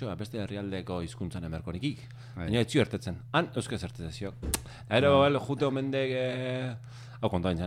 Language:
Basque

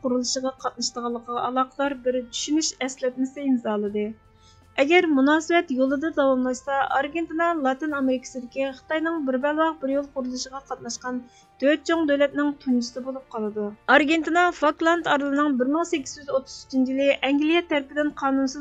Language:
Uyghur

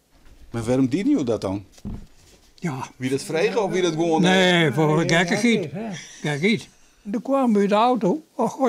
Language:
Western Frisian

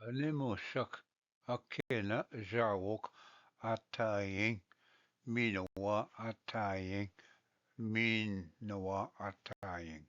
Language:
Ojibwa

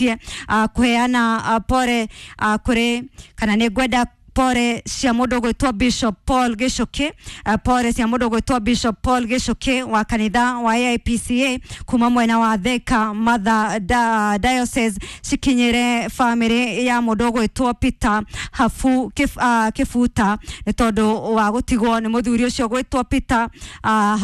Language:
Kikuyu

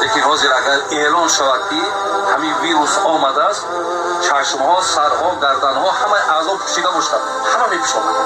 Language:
Tajik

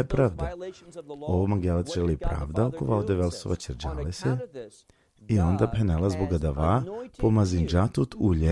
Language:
Balkan Romani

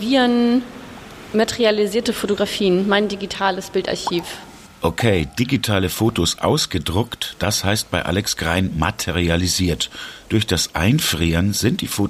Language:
German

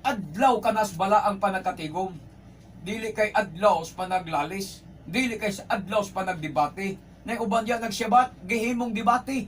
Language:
Cebuano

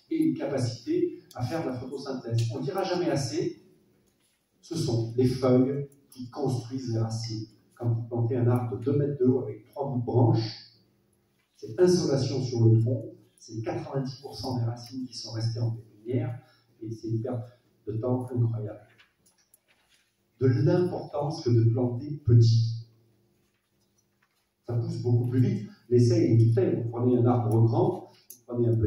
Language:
French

